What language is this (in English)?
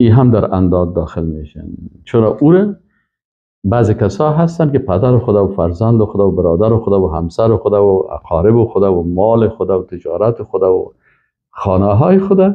Persian